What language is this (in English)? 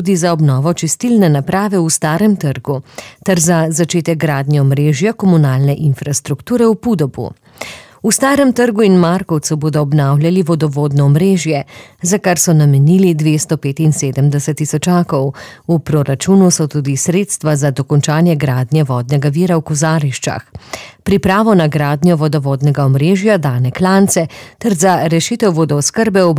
Slovenian